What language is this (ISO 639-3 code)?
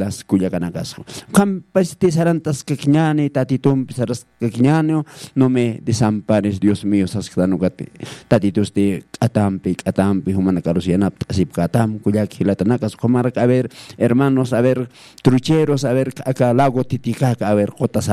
aym